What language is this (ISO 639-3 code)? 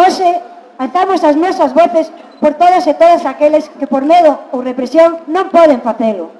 glg